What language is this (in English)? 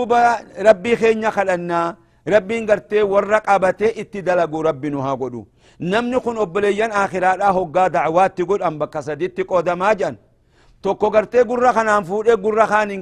Oromo